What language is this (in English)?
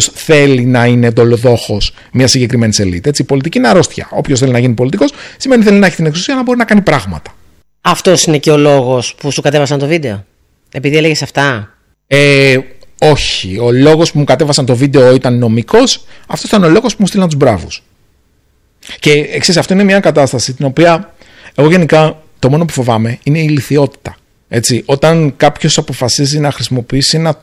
Greek